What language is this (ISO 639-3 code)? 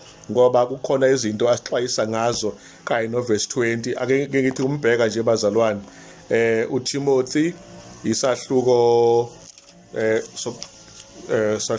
zul